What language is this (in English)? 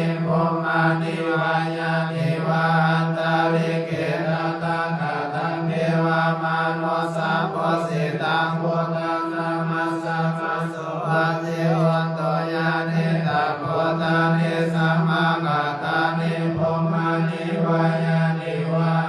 Pali